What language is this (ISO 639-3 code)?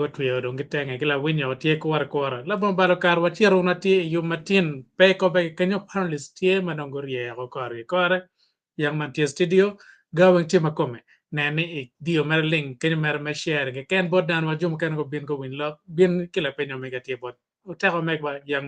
ach